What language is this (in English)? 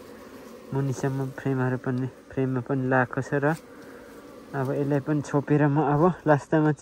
Nepali